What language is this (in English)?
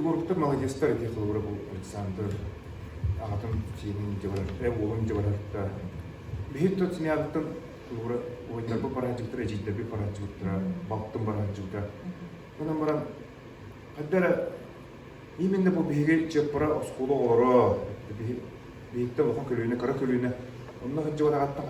Yakut